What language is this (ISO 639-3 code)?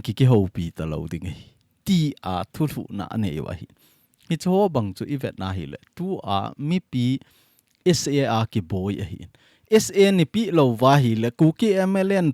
tcz